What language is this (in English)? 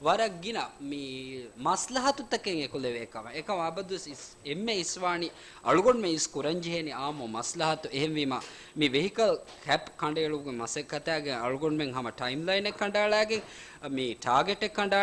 Divehi